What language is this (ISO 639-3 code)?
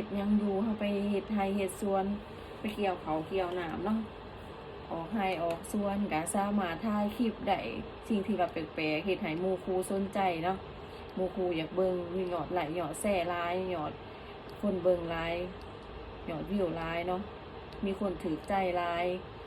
lao